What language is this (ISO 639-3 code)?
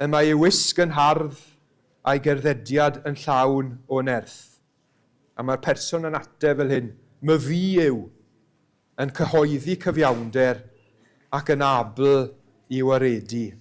cym